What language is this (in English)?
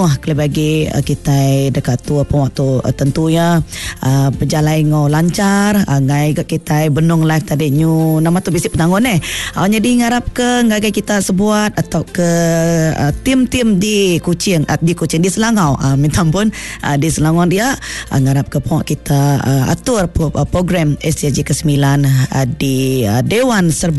Iban